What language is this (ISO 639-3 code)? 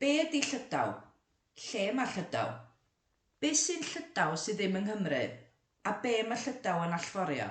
cym